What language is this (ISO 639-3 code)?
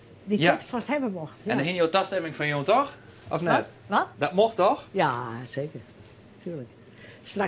fry